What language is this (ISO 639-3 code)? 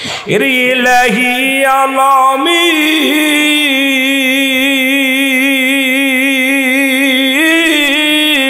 ben